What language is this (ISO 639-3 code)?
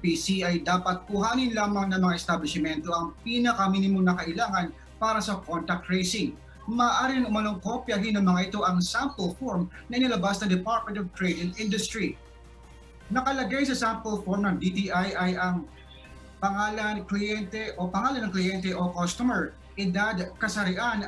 fil